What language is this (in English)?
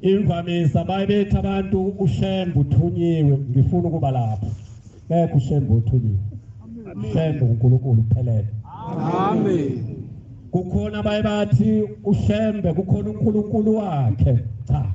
Zulu